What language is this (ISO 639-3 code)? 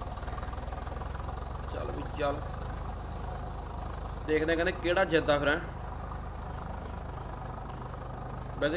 pan